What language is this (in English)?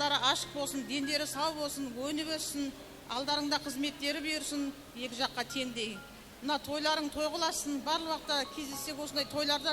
Kara-Kalpak